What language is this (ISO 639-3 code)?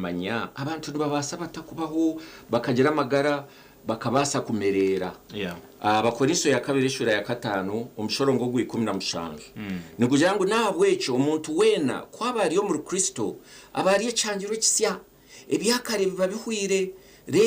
nyn